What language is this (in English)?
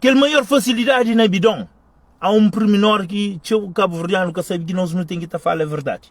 Kabuverdianu